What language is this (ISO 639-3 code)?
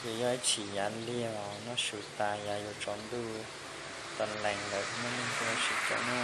hmn